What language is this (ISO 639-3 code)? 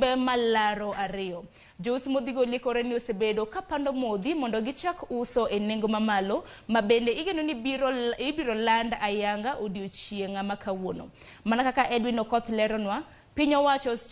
luo